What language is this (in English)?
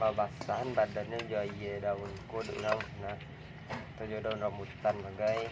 Minangkabau